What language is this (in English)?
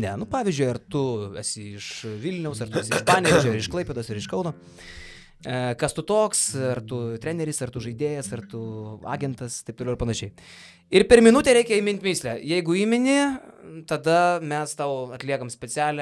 Lithuanian